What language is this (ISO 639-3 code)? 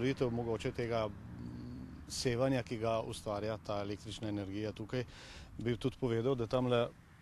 slv